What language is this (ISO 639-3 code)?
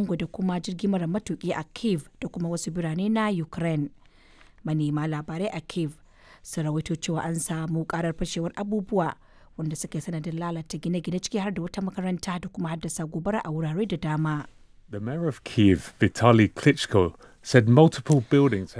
hau